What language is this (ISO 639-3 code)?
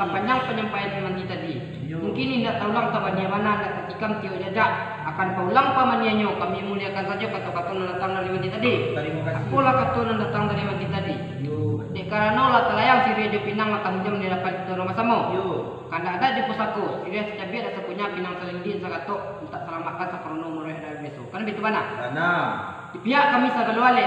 min